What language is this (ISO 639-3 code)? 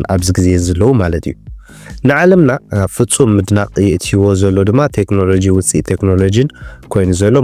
tir